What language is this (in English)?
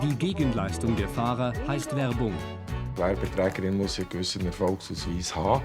Romansh